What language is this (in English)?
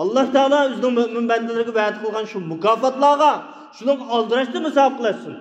Uyghur